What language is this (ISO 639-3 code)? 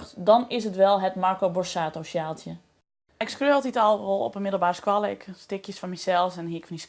fry